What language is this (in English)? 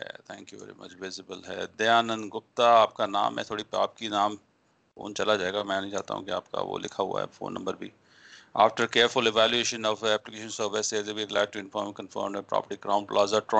Hindi